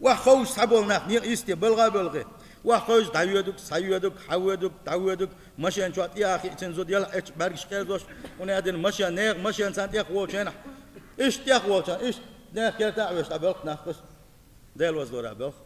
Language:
Chechen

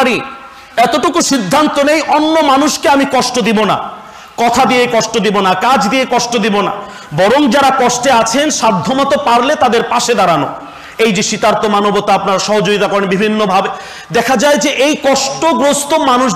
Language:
Bangla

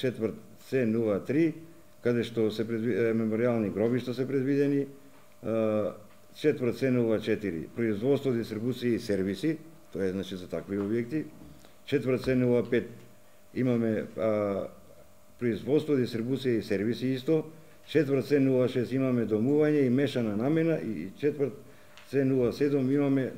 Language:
Macedonian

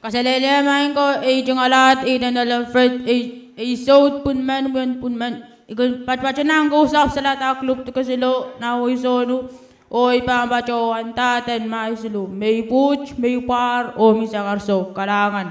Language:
Pohnpeian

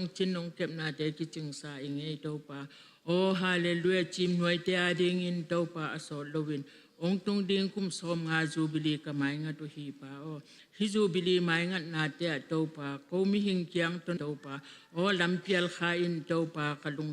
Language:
Tedim Chin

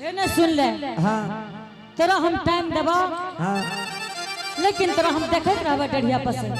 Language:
Angika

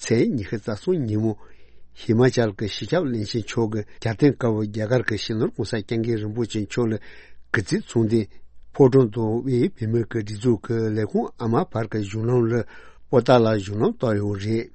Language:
Tibetan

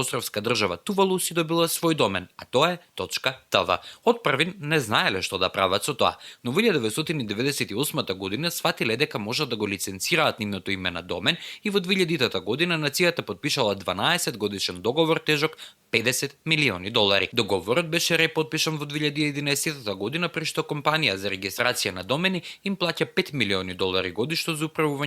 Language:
Macedonian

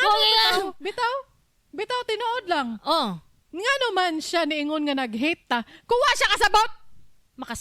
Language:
Cebuano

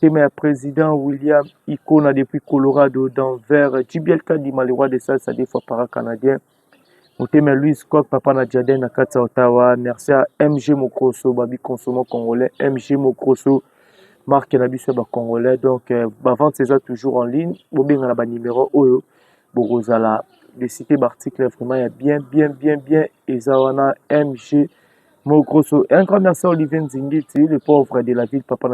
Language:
Lingala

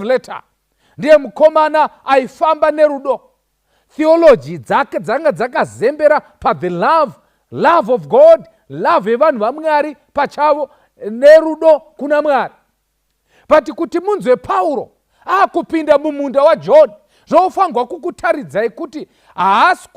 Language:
Shona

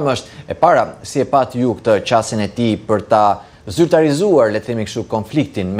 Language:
Albanian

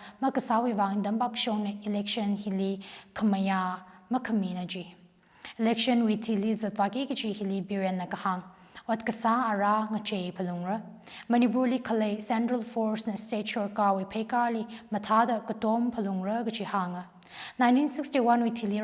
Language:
Tangkhul Naga (India)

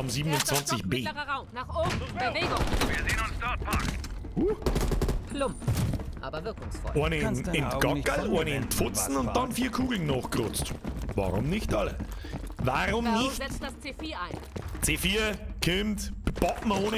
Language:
Bavarian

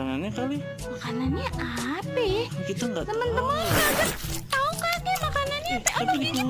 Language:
Betawi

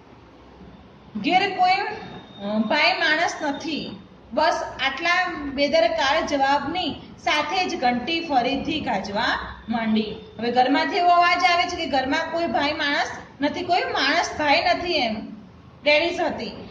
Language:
Gujarati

